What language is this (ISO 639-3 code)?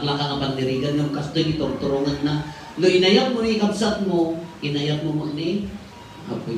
ilo